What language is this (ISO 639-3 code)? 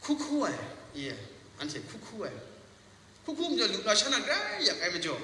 kac